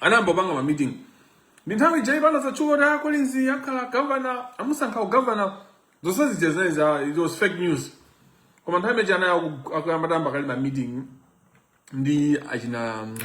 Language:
Nyanja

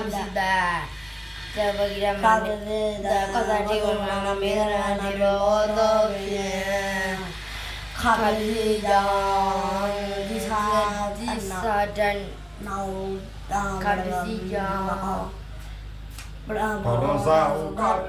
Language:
Burmese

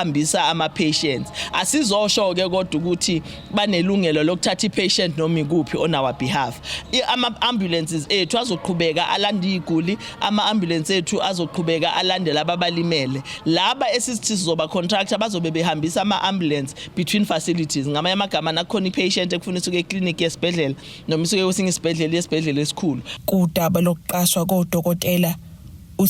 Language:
Zulu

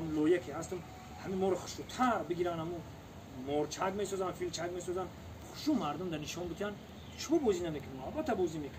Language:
Tajik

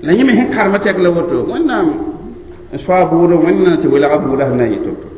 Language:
Mossi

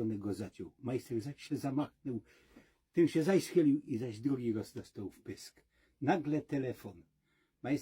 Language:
Silesian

